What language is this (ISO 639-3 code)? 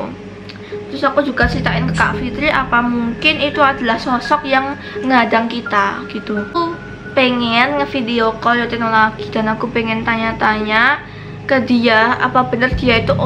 ind